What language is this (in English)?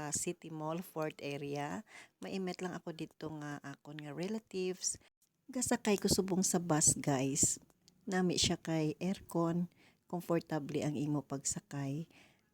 Hiligaynon